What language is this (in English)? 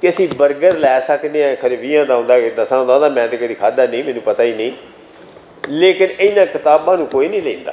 Western Panjabi